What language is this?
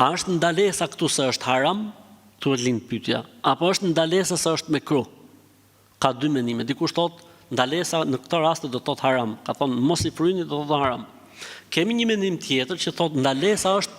Albanian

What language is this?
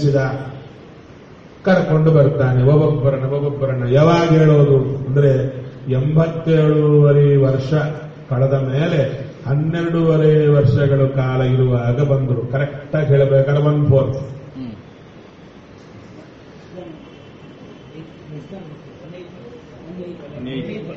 Kannada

